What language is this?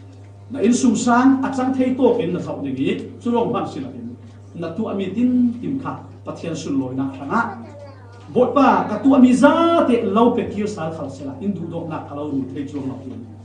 Falam Chin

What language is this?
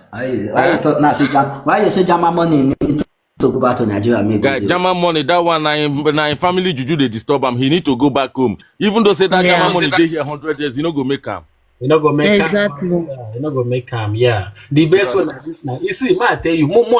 Nigerian Pidgin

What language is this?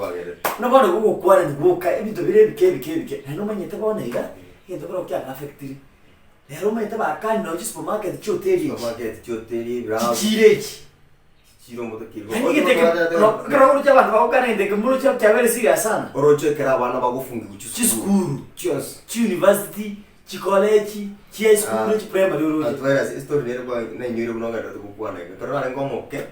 Gusii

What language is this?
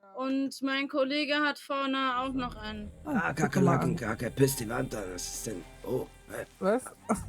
Swiss German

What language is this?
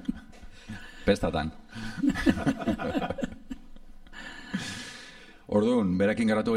Basque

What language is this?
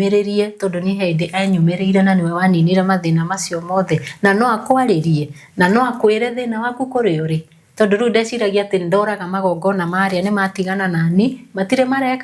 Kikuyu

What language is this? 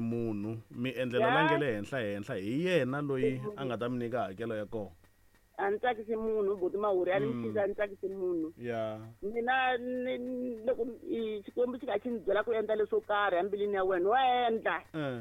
Tsonga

